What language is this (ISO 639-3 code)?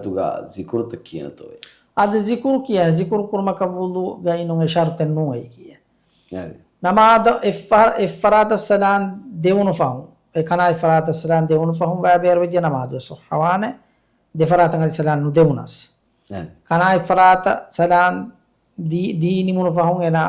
div